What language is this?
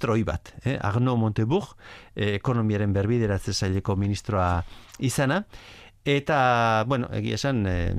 Basque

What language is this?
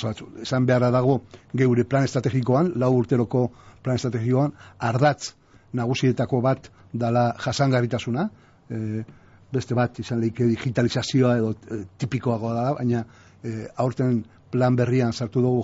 Basque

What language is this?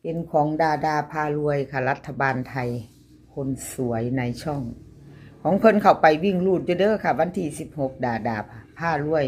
Northeastern Thai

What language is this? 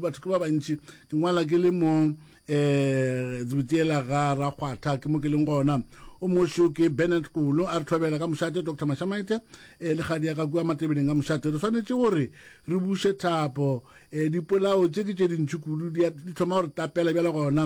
Northern Sotho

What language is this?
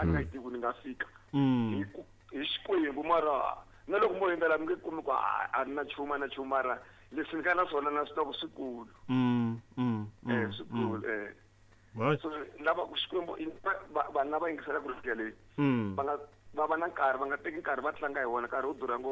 Tsonga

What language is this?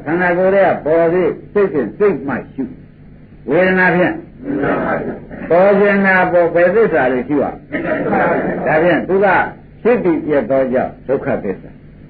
Burmese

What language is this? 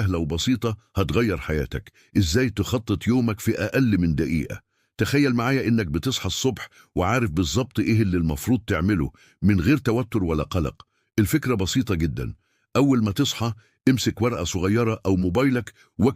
Egyptian Arabic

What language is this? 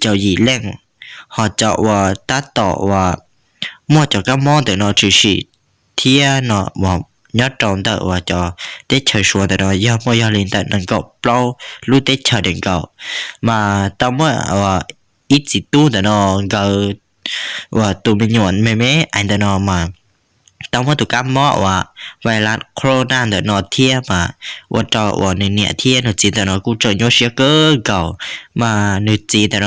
Hmong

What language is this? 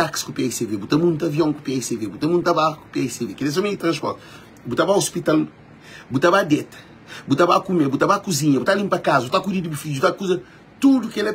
Kabuverdianu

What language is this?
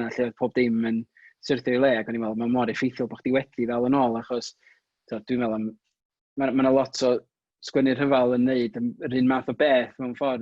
Welsh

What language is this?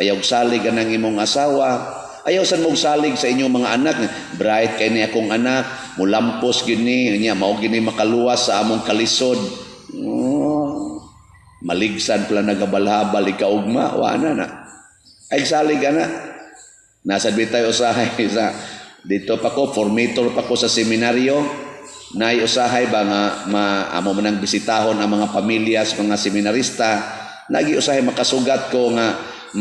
Cebuano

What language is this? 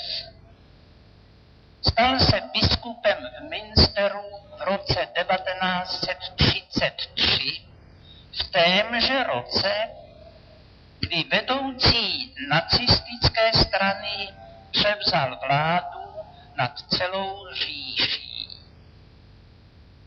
Czech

